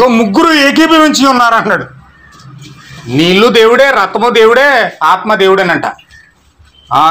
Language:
Telugu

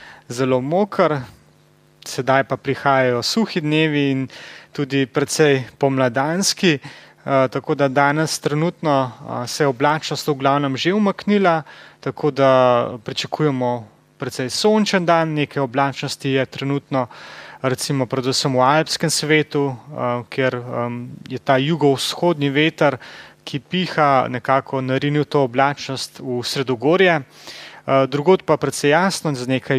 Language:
Slovenian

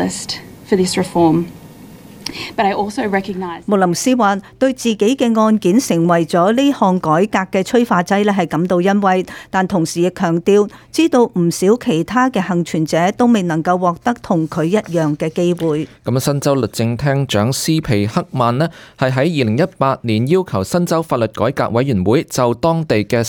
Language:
Cantonese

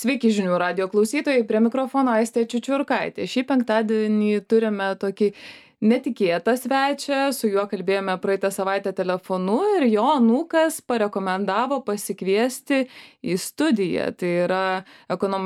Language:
Lithuanian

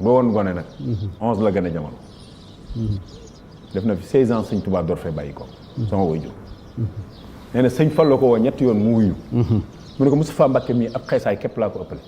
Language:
Wolof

